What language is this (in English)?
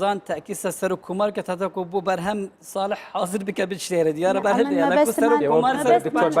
Central Kurdish